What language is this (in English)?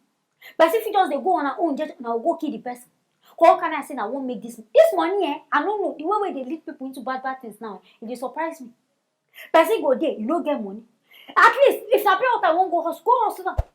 Nigerian Pidgin